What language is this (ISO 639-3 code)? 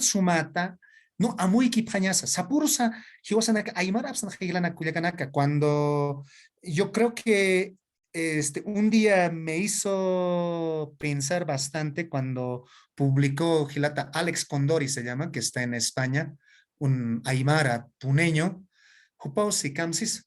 aym